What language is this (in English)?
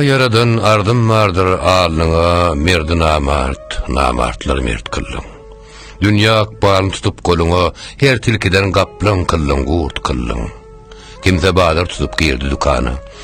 Turkmen